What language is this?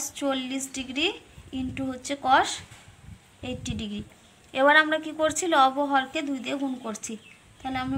Bangla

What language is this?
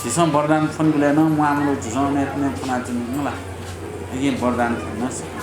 Newari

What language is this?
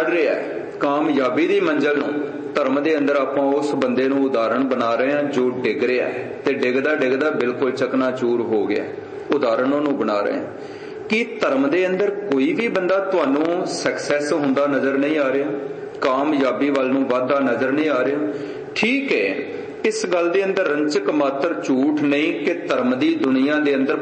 Punjabi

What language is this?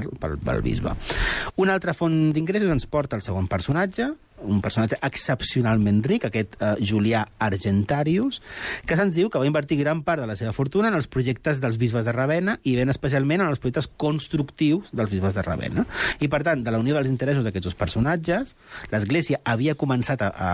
Catalan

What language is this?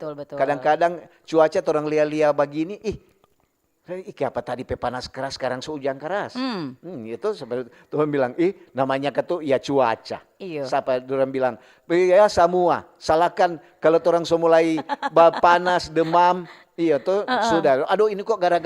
Manado Malay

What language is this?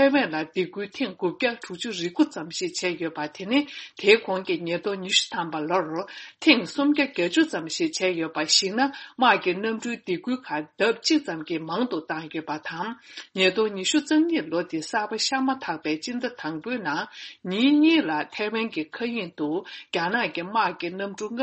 Tibetan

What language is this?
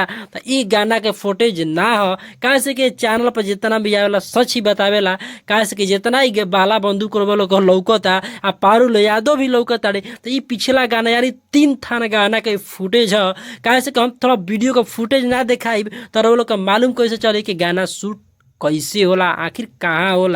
Bhojpuri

